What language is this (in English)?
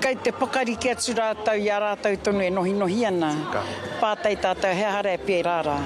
Māori